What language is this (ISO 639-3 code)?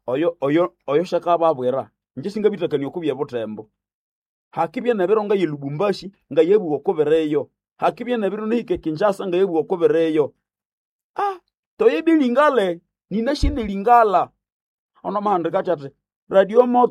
nnb